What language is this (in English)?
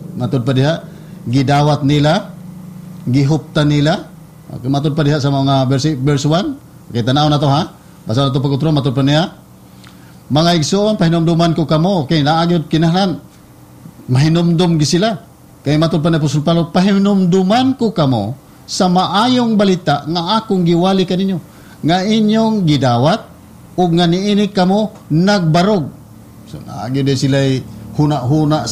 Cebuano